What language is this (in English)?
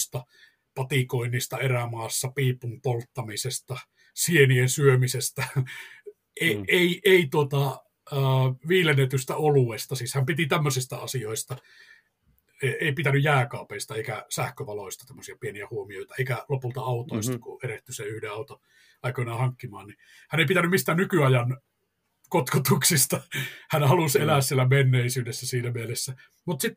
Finnish